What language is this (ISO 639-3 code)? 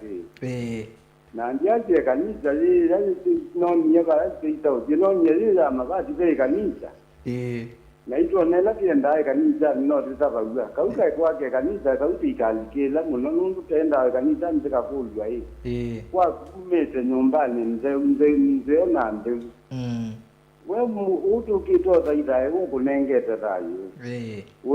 kam